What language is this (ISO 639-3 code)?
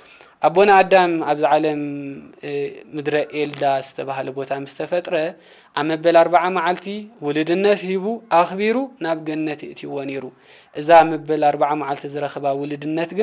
tir